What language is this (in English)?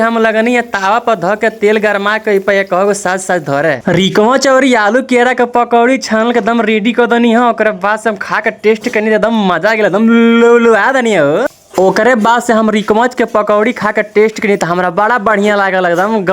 Bhojpuri